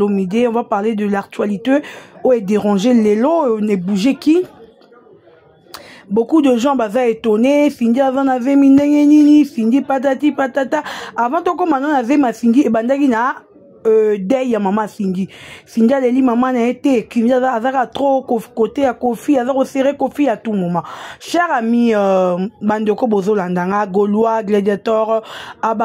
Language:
Lingala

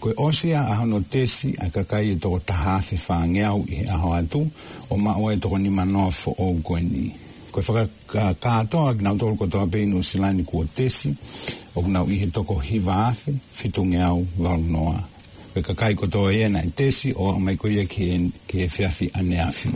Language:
Tongan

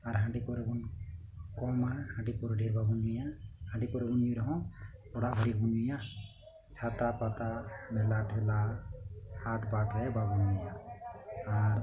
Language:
Santali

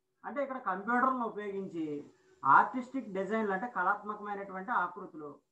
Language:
Telugu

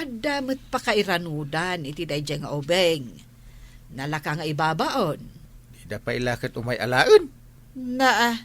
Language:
Iloko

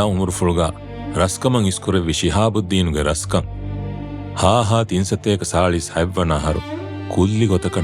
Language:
Divehi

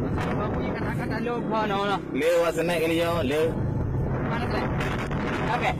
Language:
Achinese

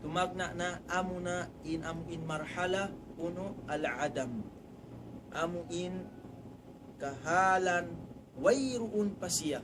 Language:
Tausug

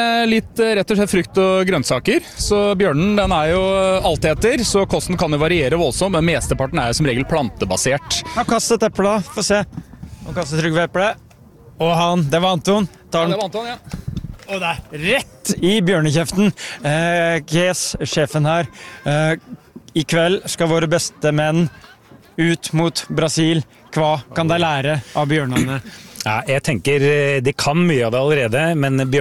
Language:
Norwegian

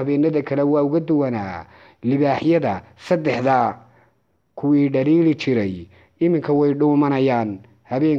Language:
Somali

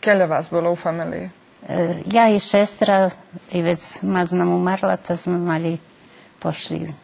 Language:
Rusyn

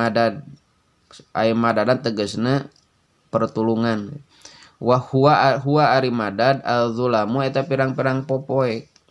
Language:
Sundanese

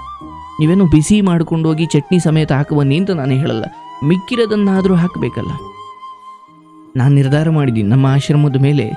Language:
Kannada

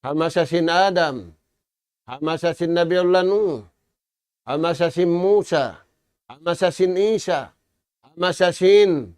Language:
Tausug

